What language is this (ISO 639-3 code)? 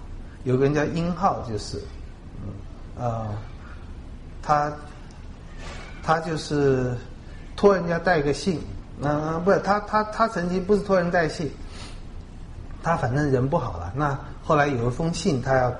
zho